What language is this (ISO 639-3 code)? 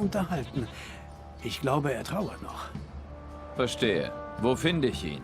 gsw